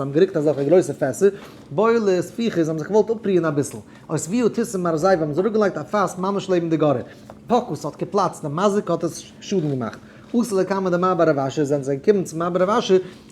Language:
Yiddish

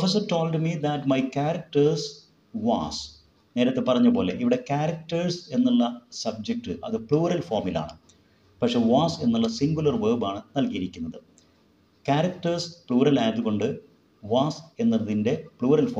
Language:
Malayalam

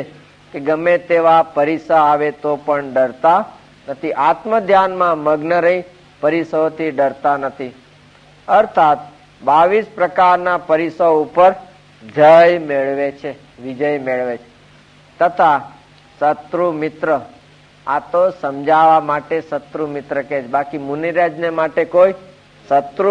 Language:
Gujarati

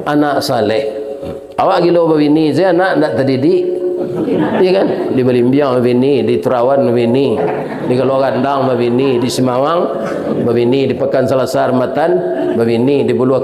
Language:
Minangkabau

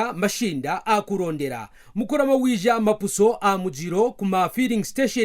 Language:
Kaonde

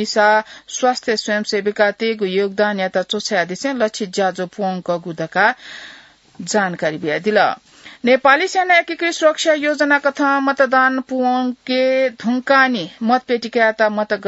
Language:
Newari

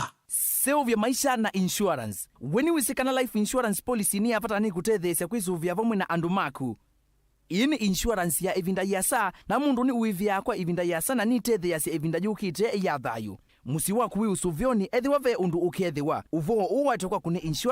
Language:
Kamba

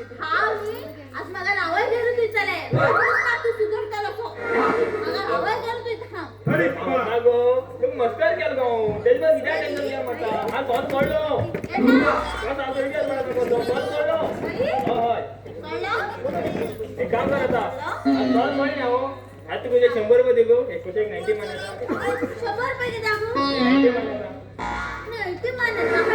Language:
Konkani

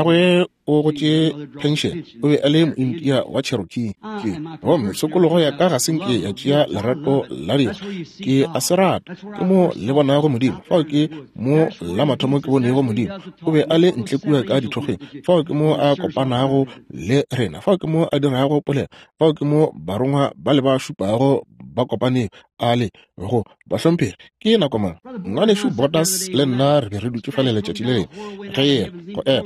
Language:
Northern Sotho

